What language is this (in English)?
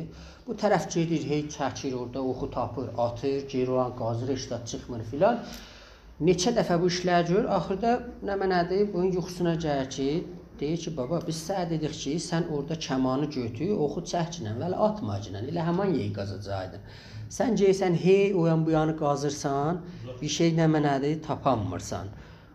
South Azerbaijani